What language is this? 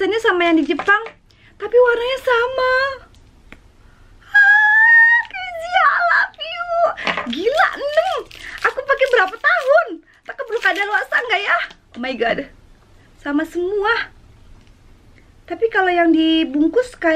Indonesian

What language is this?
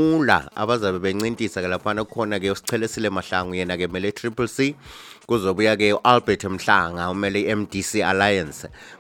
North Ndebele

